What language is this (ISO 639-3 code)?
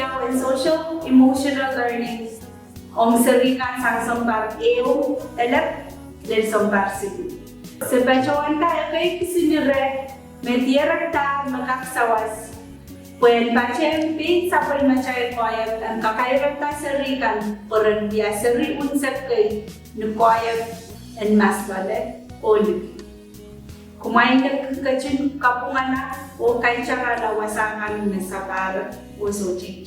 pon